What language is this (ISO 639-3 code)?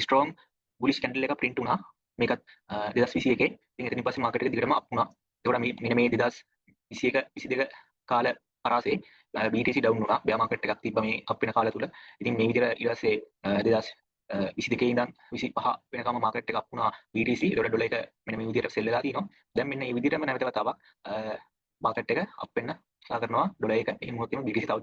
sin